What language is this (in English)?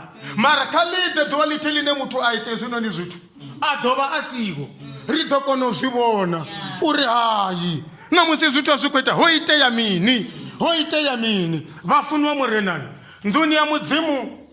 Venda